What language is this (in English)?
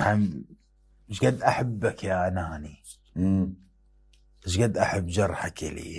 Mesopotamian Arabic